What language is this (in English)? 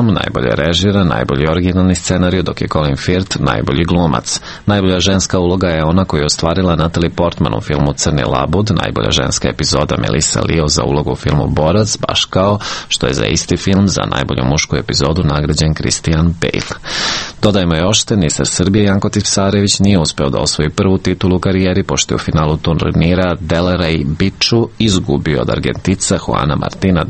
Serbian